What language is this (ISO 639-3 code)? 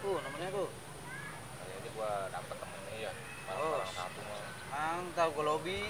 bew